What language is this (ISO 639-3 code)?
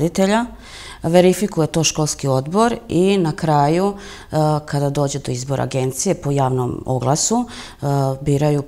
srp